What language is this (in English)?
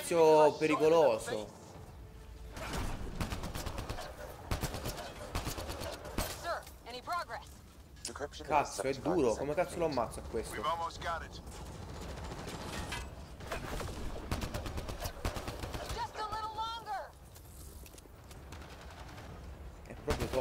Italian